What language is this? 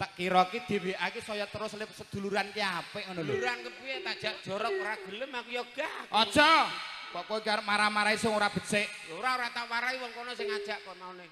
Javanese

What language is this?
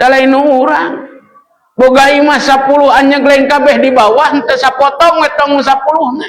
Sundanese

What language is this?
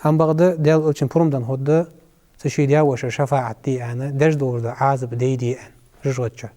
Ingush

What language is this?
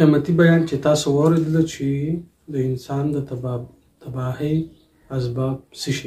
Pashto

